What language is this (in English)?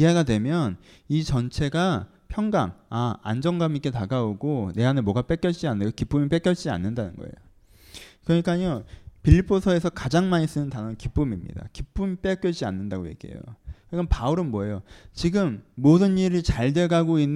Korean